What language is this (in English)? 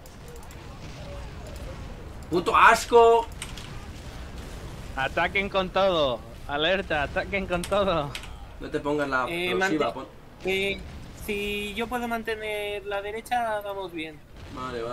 Spanish